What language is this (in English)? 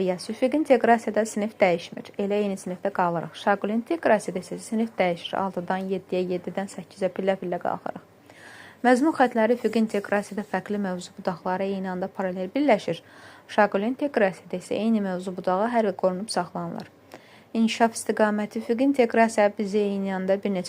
Azerbaijani